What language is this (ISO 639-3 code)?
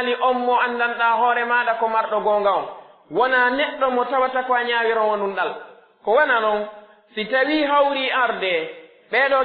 fuf